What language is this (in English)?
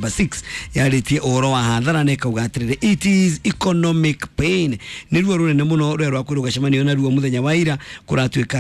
Kikuyu